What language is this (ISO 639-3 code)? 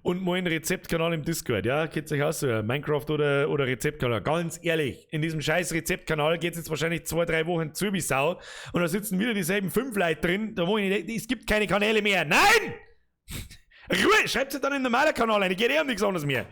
bar